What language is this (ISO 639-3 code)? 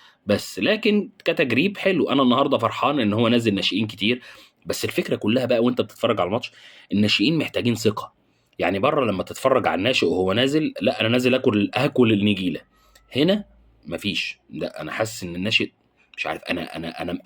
arz